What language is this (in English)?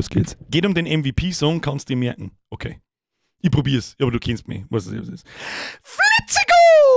Bavarian